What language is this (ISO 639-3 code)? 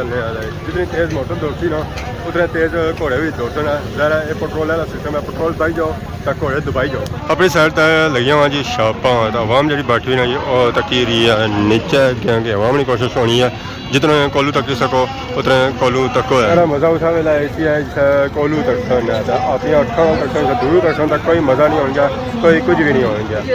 phr